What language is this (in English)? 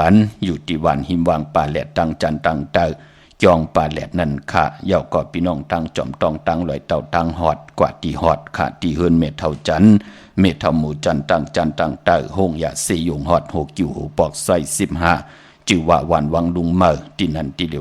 Shan